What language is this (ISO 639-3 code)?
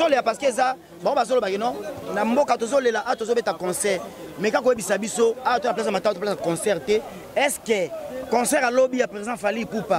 lin